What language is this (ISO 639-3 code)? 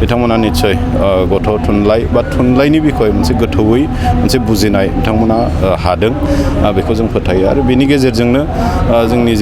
brx